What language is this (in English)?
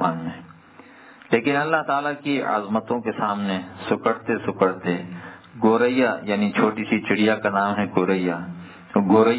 Urdu